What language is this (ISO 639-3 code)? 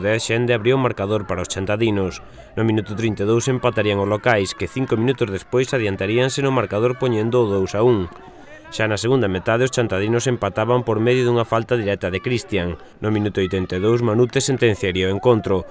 glg